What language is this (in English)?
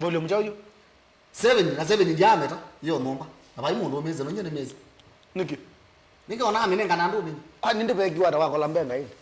Kamba